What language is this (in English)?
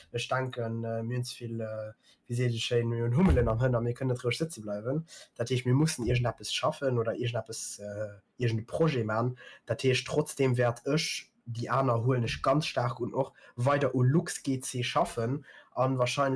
Luxembourgish